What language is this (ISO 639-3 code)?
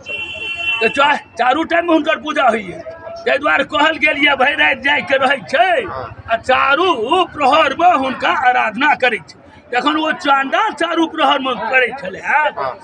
mai